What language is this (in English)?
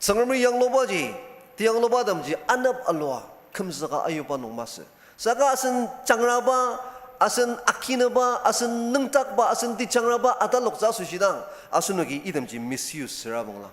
Ao Naga